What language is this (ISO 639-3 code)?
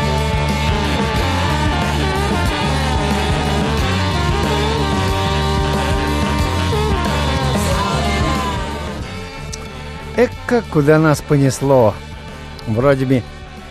rus